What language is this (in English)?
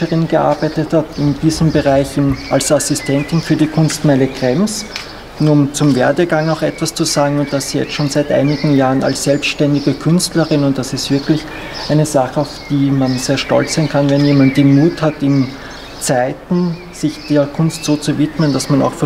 German